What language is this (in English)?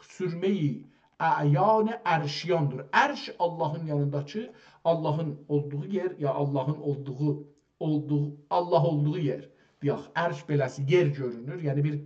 South Azerbaijani